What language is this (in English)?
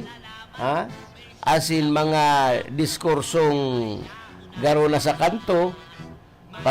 Bikol